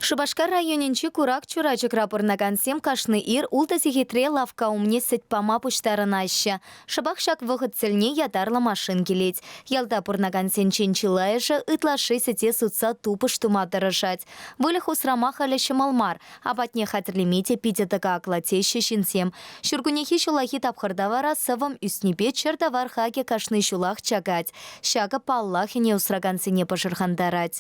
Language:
Chuvash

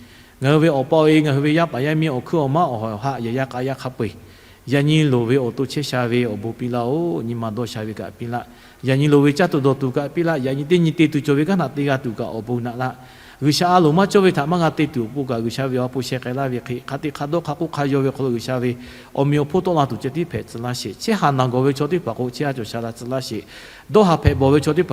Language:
Lahu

